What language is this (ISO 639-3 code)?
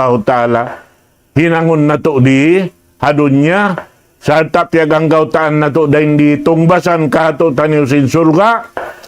tsg